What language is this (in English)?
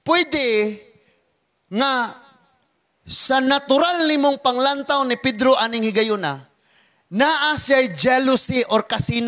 Cebuano